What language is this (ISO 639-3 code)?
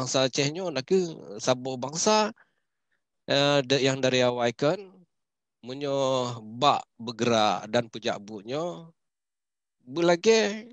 ace